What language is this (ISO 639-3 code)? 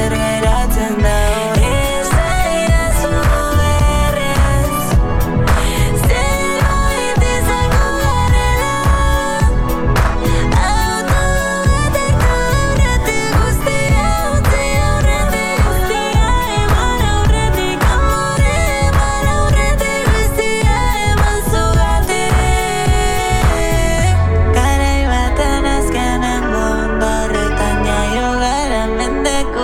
eus